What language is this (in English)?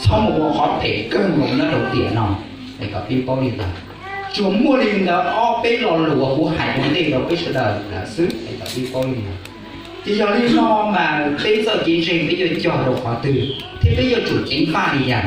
Hmong